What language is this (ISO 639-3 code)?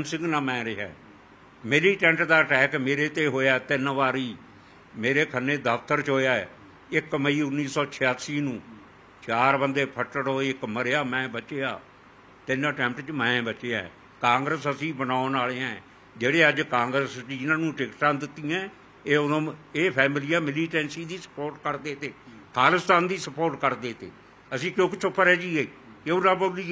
pan